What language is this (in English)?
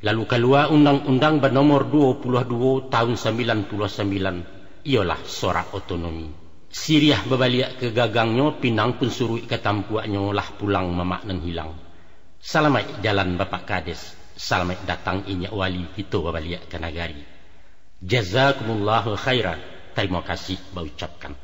Minangkabau